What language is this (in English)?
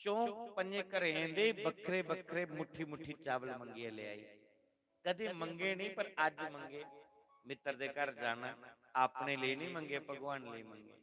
Dogri